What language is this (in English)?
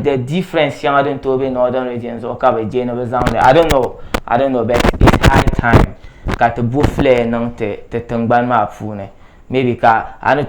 Dagbani